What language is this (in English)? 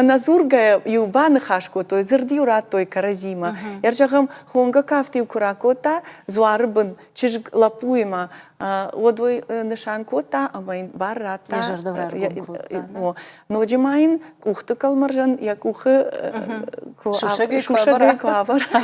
Ossetic